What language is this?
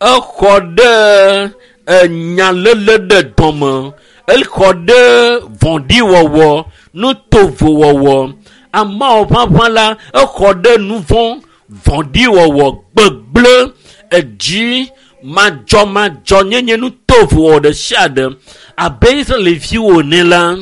Ewe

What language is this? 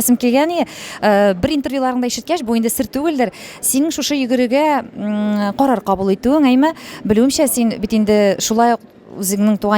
Tatar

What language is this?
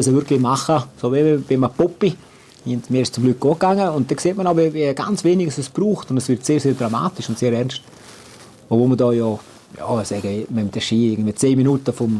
Romansh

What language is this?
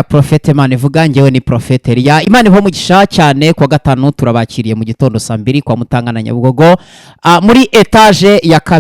Kinyarwanda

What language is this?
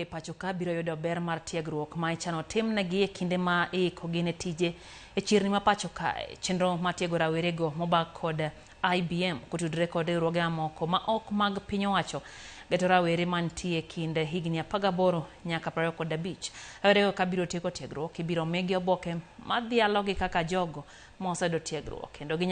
Luo (Kenya and Tanzania)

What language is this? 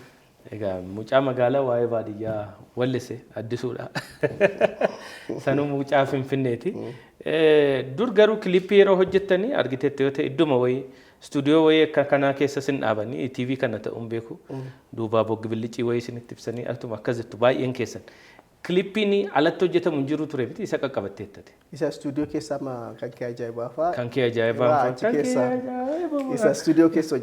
Oromo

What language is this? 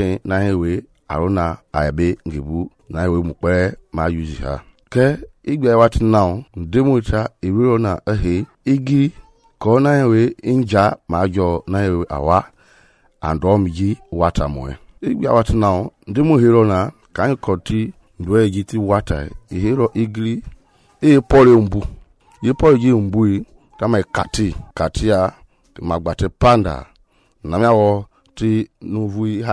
Mende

